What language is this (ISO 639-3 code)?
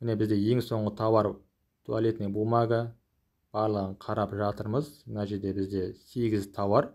kaz